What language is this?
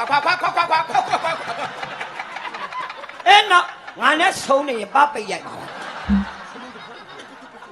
Burmese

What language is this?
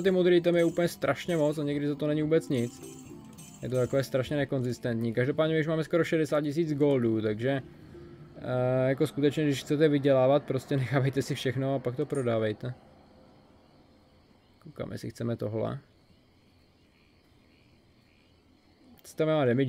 Czech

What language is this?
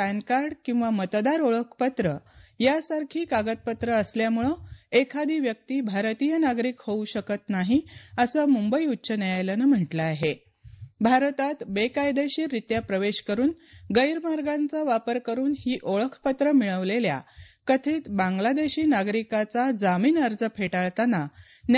Marathi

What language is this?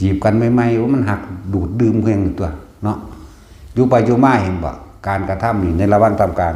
Lao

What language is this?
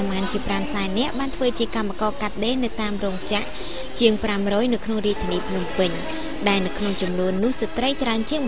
Khmer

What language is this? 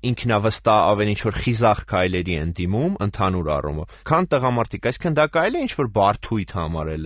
Armenian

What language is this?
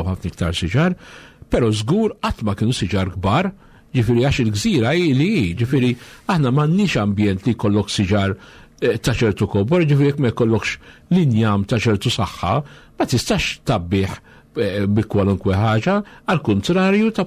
Maltese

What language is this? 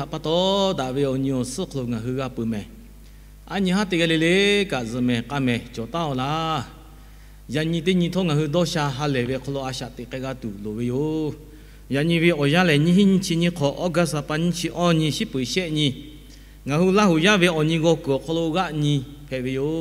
Lahu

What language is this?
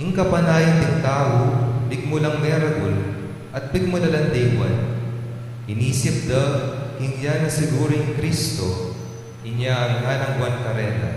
Pampanga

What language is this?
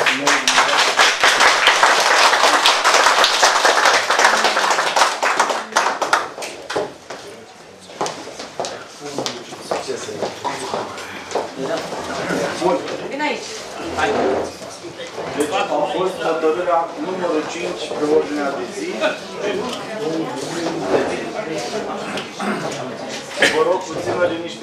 Romanian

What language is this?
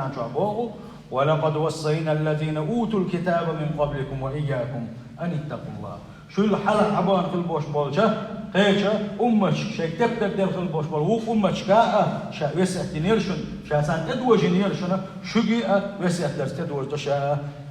Chechen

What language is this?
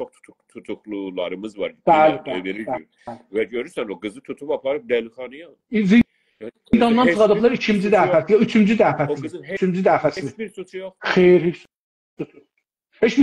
South Azerbaijani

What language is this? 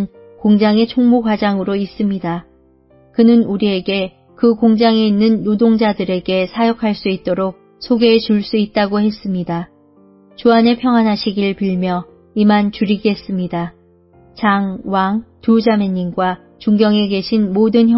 Korean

